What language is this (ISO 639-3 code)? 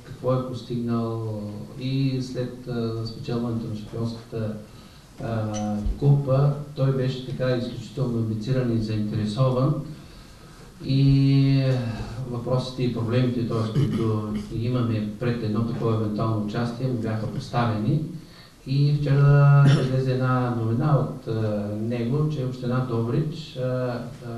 bul